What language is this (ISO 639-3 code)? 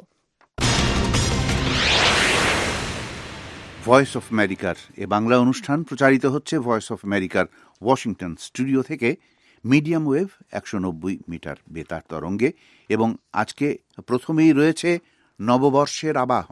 ben